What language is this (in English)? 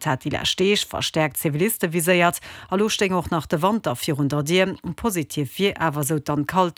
Luxembourgish